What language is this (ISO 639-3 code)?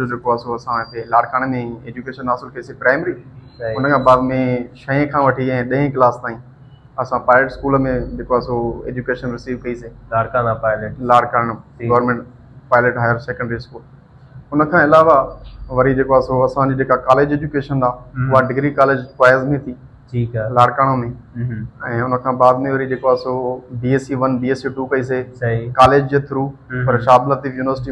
snd